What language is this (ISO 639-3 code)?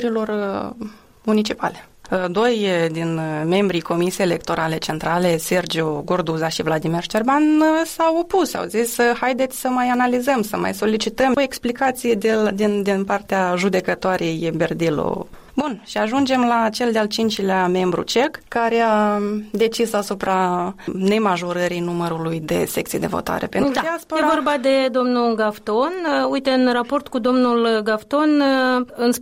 ron